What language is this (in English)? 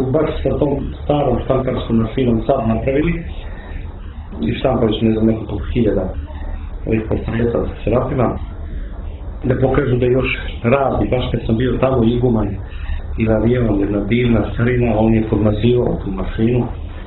Serbian